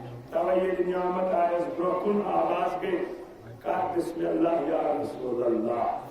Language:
Kashmiri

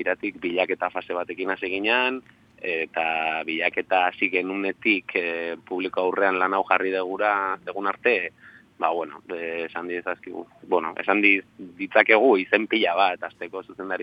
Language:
Basque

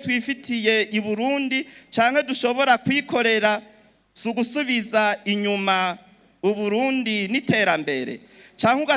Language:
Rundi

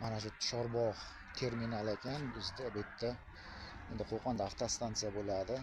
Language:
Uzbek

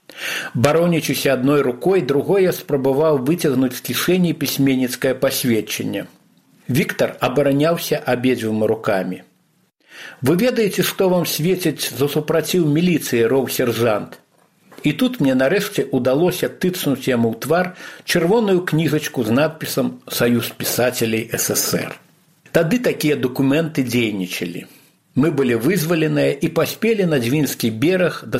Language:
Belarusian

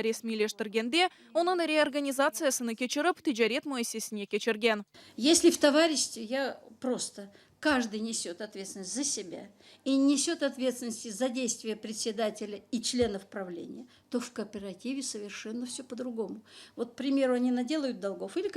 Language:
Crimean Tatar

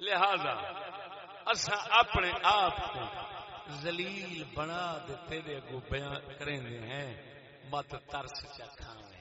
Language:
Saraiki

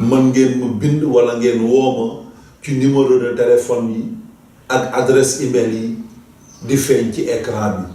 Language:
Wolof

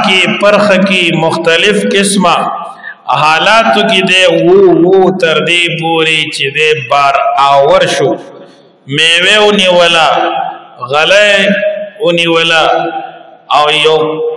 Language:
Pashto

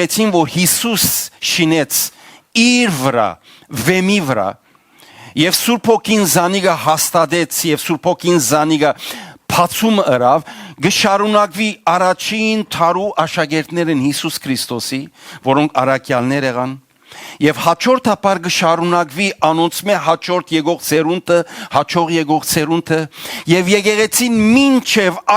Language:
Western Armenian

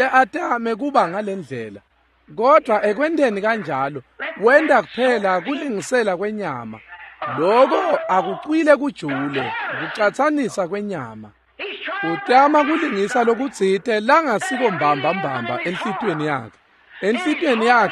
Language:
Swati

